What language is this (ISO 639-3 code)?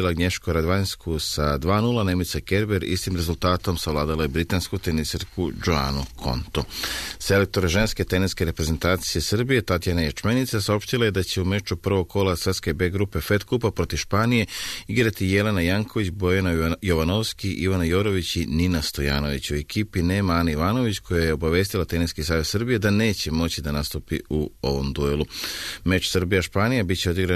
srp